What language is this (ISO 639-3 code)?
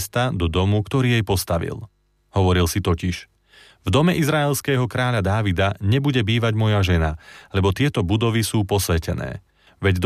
slk